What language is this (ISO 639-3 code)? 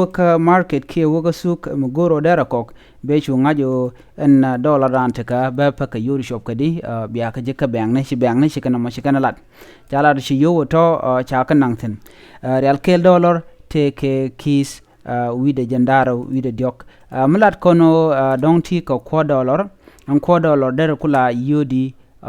nus